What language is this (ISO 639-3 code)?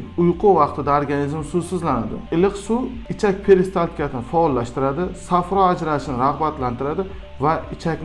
uzb